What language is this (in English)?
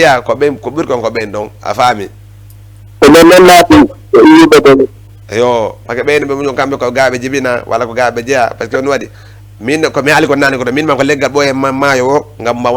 Fula